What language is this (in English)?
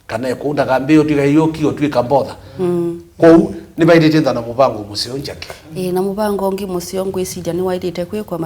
Kamba